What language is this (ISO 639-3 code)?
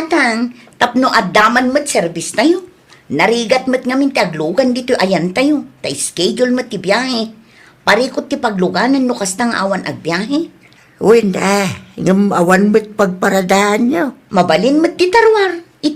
ilo